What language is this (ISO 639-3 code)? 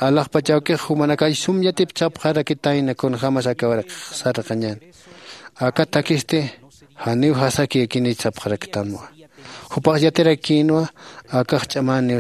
aym